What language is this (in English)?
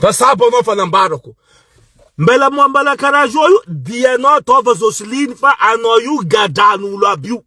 Malagasy